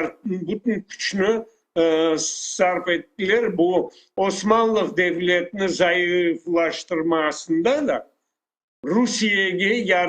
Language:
Crimean Tatar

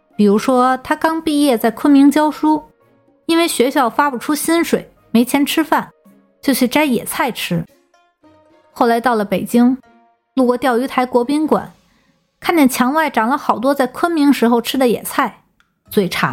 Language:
Chinese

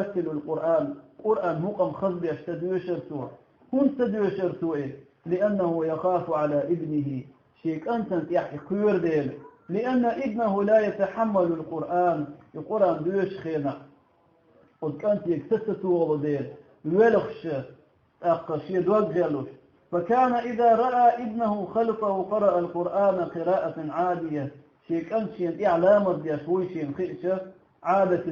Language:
Chechen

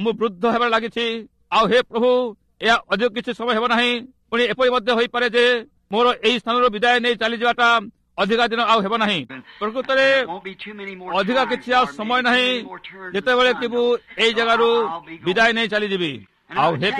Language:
Odia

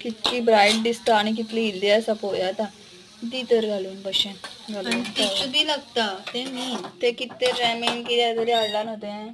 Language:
Konkani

